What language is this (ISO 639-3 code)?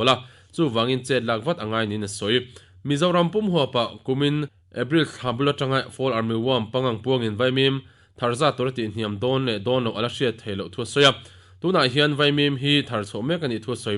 lus